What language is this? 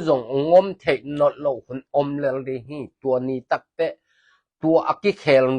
Tedim Chin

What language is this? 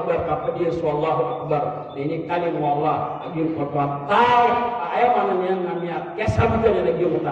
Maranao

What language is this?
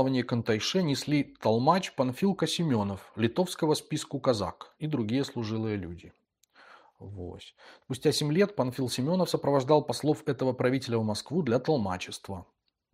Belarusian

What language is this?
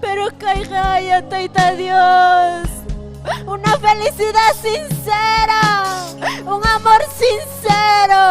Ayacucho Quechua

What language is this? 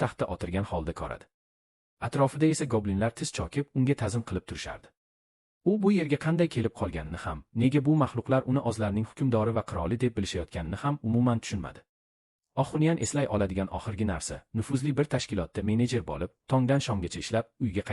Uzbek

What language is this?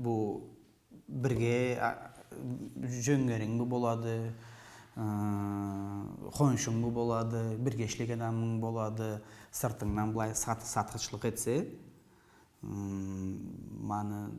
Karachay-Balkar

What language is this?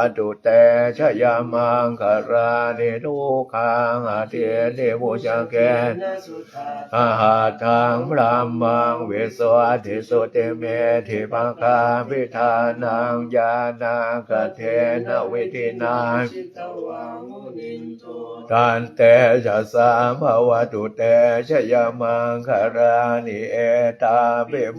Pali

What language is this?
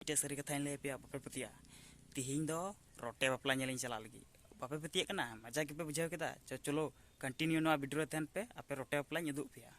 Santali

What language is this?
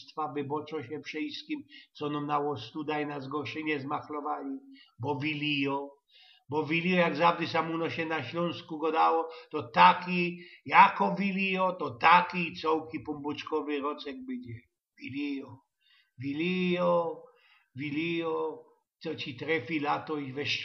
Silesian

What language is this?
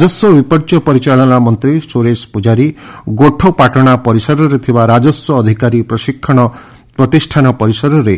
Odia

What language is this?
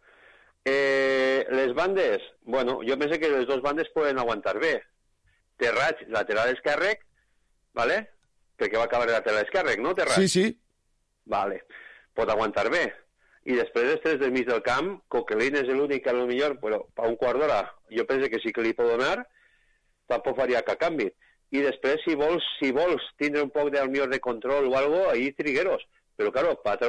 Catalan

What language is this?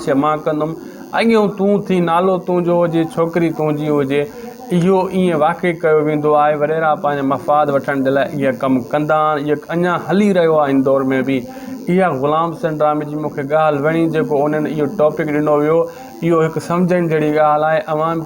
Sindhi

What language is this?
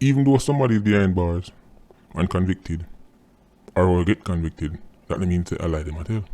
Jamaican Creole English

